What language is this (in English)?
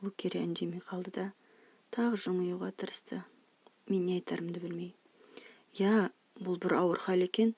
Kazakh